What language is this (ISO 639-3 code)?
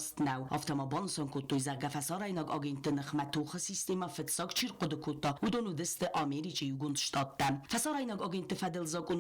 oss